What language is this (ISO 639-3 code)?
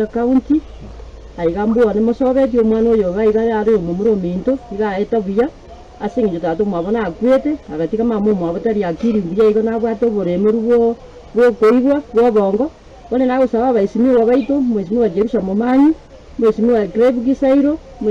guz